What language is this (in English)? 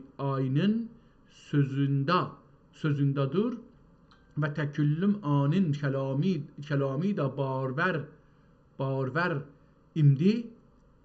South Azerbaijani